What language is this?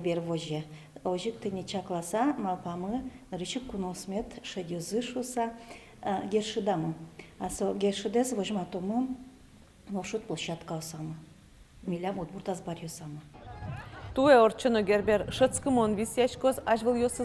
Udmurt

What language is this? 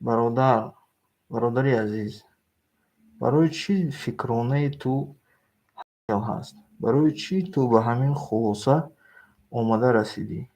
Tajik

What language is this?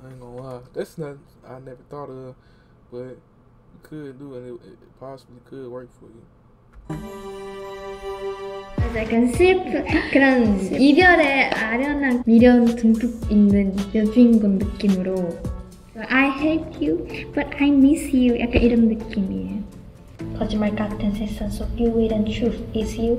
Korean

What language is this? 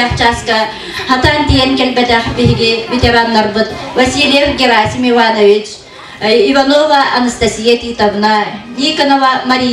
Yakut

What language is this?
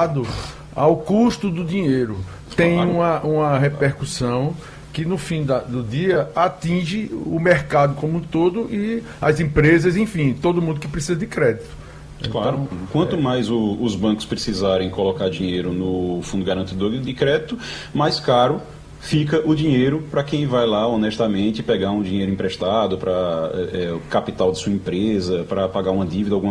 Portuguese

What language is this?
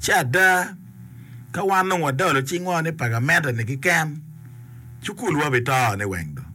Acoli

